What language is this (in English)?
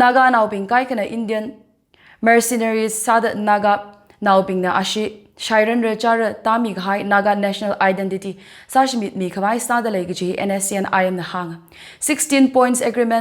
Tangkhul Naga (India)